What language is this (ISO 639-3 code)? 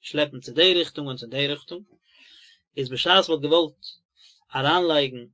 yid